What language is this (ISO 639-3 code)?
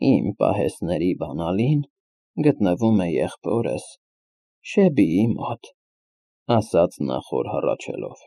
hye